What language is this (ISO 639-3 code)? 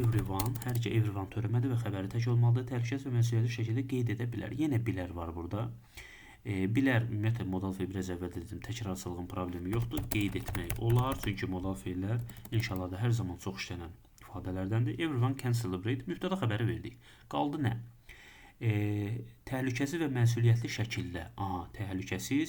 aze